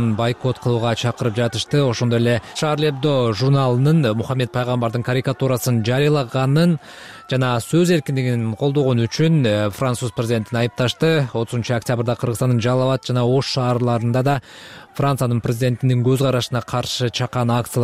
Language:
Kyrgyz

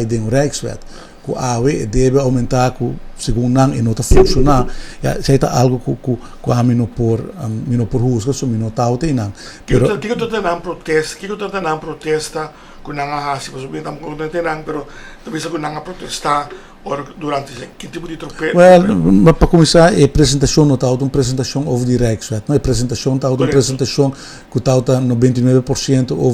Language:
Papiamento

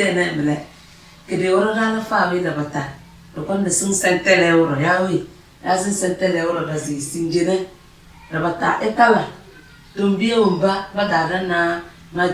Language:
Tem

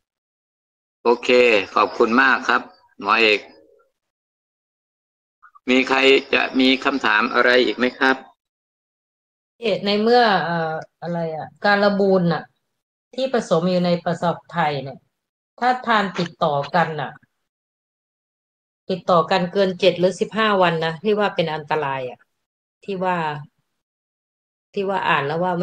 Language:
Thai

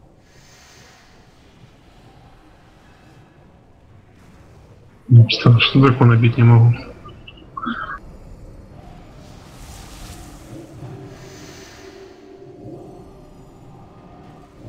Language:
Russian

